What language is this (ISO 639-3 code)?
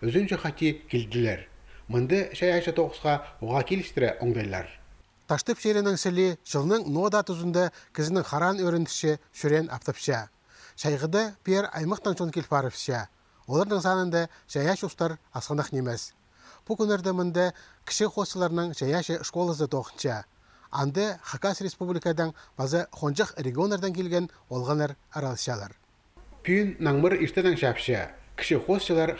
kjh